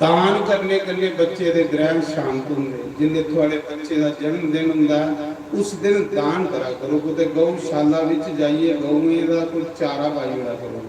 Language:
Dogri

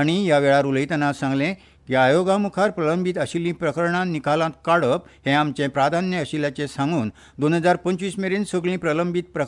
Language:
Konkani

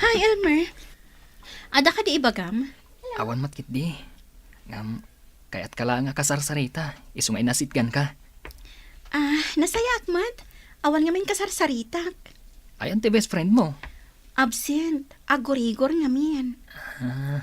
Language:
Iloko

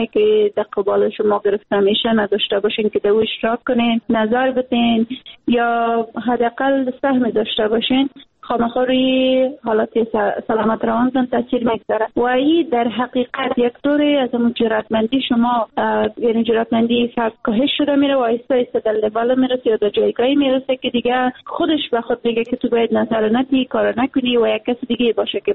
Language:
Persian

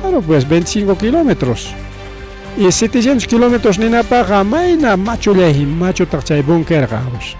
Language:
Ayacucho Quechua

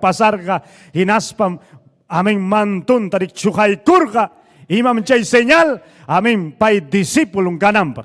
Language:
Ayacucho Quechua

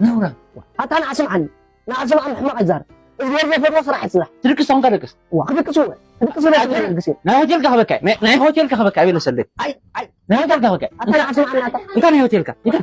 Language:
Tigrinya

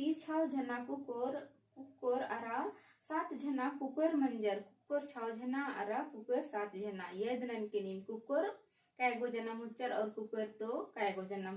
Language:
Kurukh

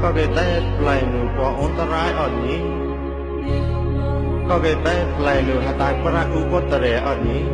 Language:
Mon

